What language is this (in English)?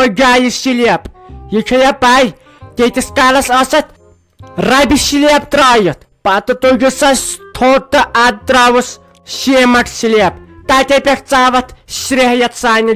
Kashmiri